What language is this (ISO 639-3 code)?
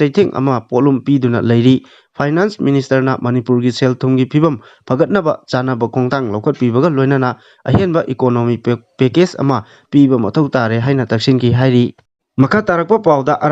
mni